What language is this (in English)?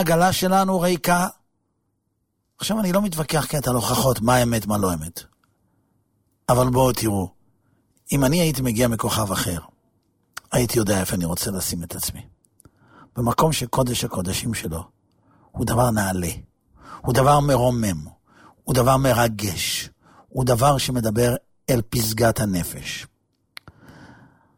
Hebrew